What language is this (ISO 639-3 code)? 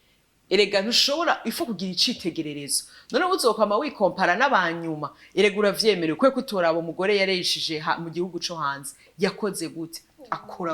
run